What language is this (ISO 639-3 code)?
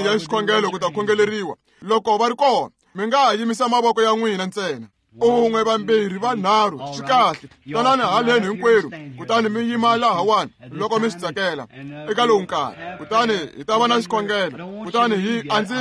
tso